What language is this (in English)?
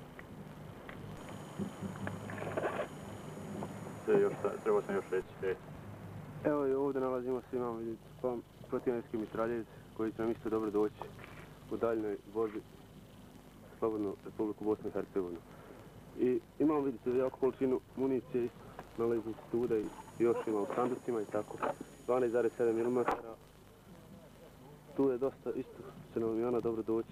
Bosnian